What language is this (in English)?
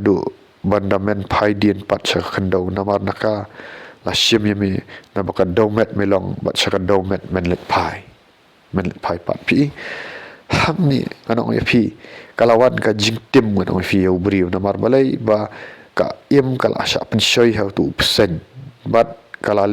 Khasi